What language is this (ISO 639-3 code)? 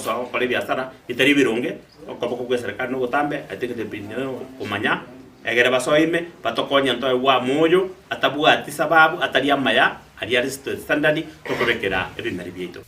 guz